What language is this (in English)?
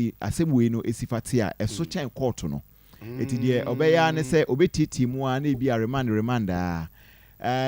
Akan